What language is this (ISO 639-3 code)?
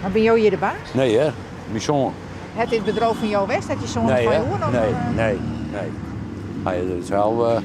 fry